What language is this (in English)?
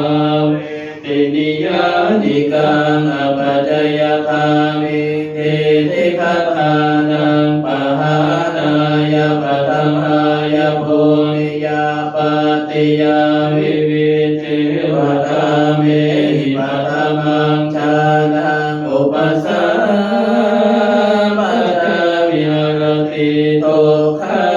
Pali